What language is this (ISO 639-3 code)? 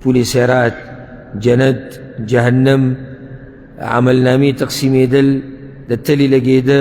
pus